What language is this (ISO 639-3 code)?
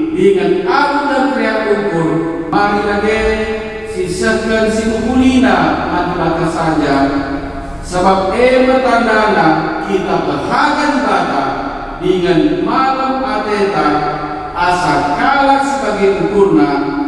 btx